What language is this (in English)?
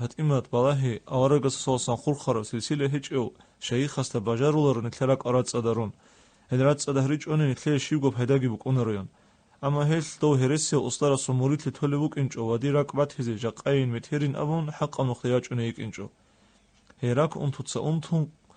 Avaric